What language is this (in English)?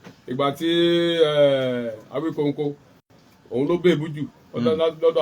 Yoruba